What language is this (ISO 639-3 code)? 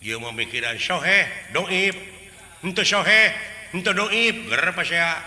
sun